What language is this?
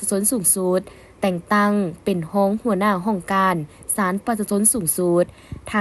Lao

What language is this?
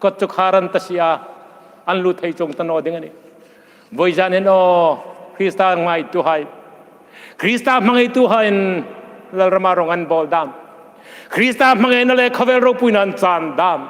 Hmar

